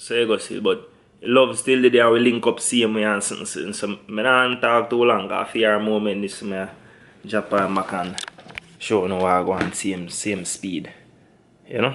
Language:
Jamaican Creole English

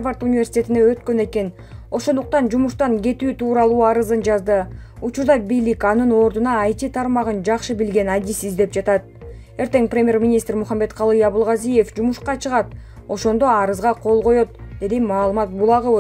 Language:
Kyrgyz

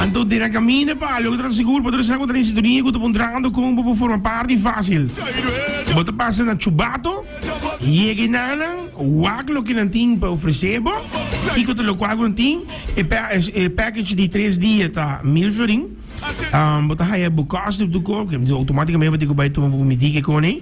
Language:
Papiamento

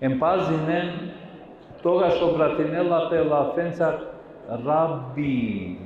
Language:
Balkan Romani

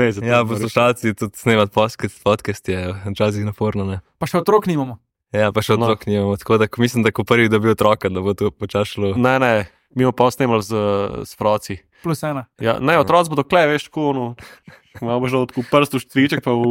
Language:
Slovenian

